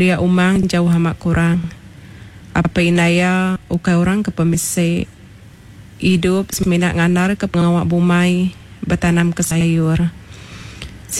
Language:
Iban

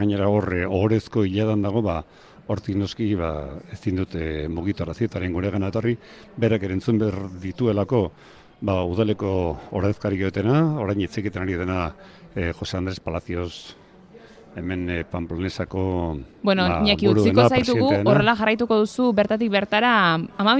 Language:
Basque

